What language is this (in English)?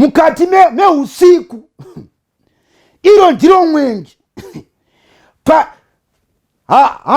Shona